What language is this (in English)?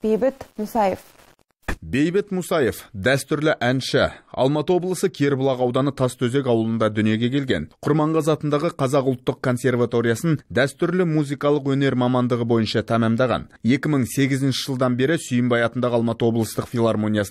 Kazakh